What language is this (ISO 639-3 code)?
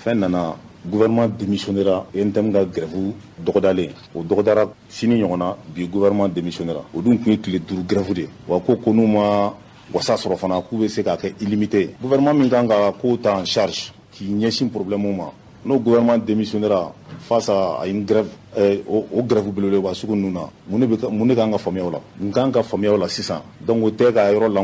bam